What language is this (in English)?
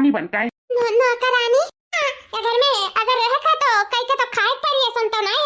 Awadhi